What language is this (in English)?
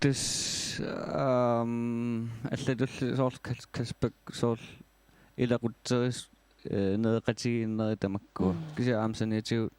Kalaallisut